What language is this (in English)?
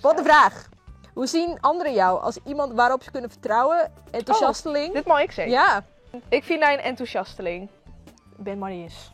Western Frisian